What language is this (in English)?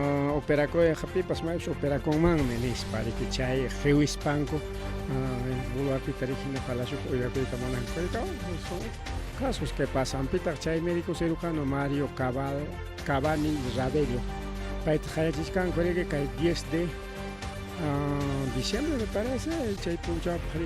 Ayacucho Quechua